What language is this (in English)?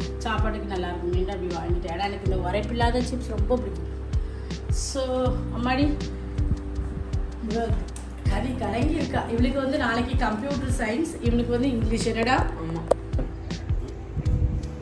Tamil